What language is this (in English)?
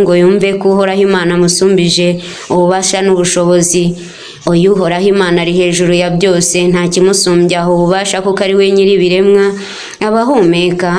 Kinyarwanda